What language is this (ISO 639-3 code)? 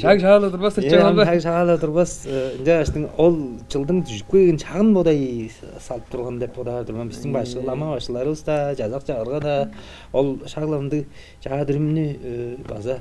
tyv